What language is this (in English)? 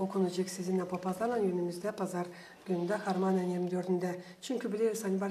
Gagauz